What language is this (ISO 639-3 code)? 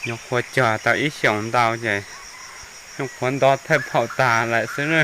hmn